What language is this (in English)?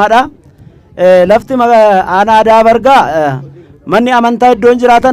Oromo